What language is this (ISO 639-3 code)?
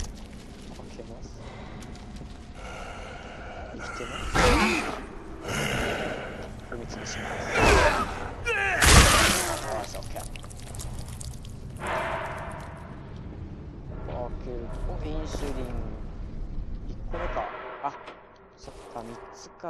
jpn